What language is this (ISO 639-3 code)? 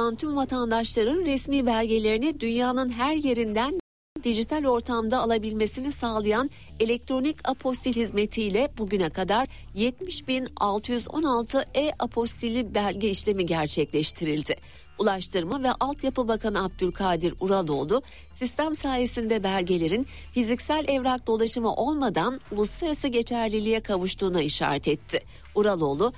tur